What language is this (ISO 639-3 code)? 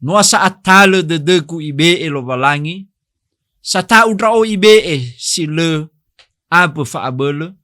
nia